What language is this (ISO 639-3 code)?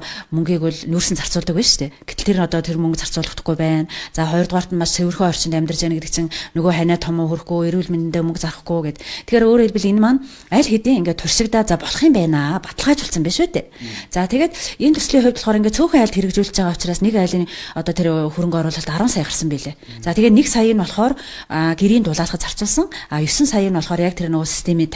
mon